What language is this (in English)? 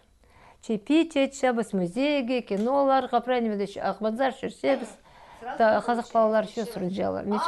Khakas